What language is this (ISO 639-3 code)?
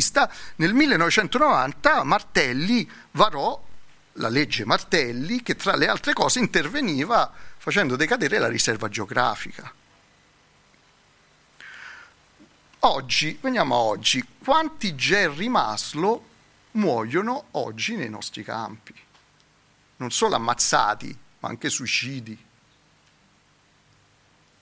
ita